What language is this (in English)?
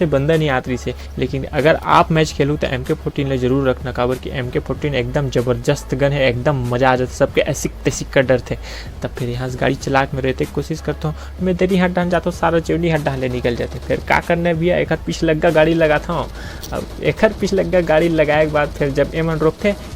Chhattisgarhi